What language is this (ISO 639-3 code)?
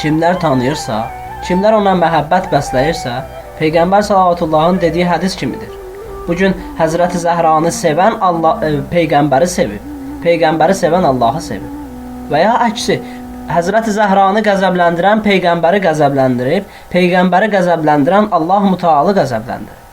aze